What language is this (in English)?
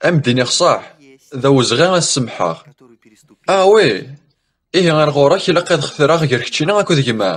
Kabyle